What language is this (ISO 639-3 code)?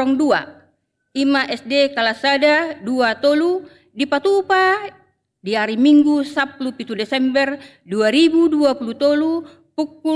bbc